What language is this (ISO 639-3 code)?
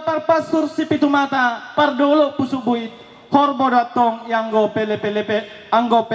bbc